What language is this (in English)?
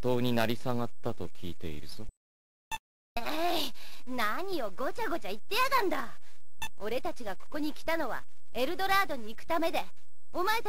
Japanese